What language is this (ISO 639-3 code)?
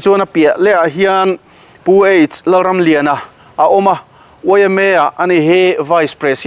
lus